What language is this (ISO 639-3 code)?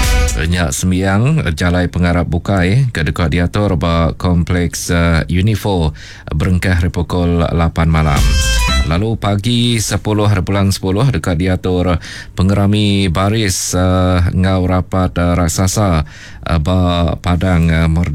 iba